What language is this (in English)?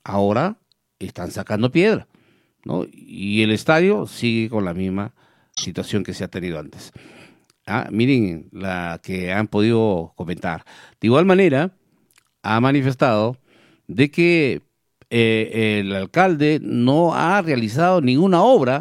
Spanish